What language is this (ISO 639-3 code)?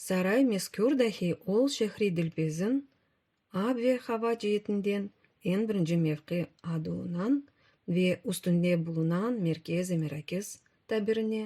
crh